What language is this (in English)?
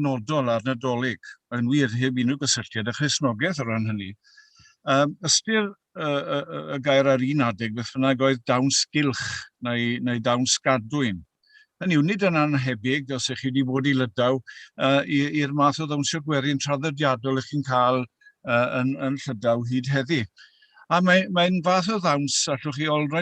Welsh